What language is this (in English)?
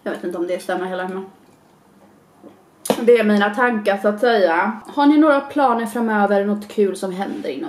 Swedish